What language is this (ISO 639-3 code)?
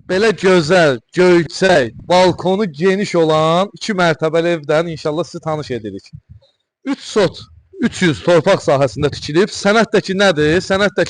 aze